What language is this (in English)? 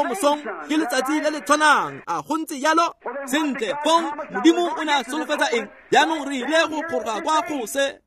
Tswana